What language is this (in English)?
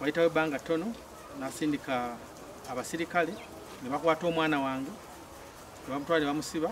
Ganda